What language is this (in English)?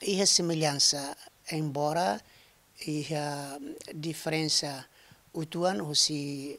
Tetum